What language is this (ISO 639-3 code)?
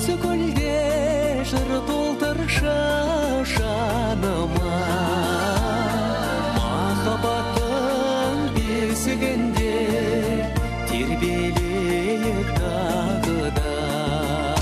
kaz